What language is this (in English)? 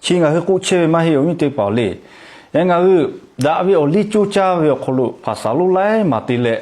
Lahu